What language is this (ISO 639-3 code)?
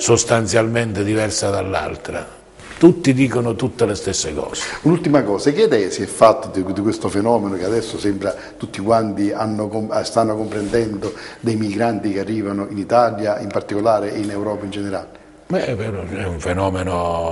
ita